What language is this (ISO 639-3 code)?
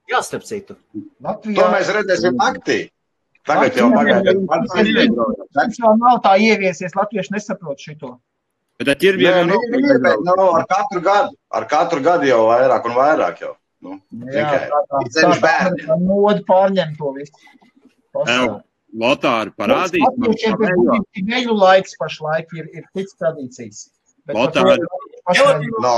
lav